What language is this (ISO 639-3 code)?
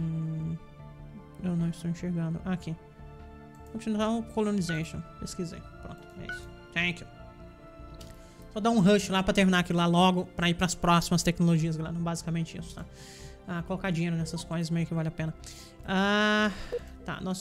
por